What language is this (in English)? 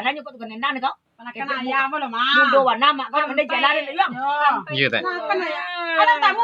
Minangkabau